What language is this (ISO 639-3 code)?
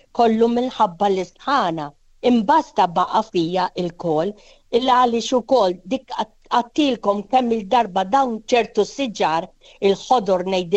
mlt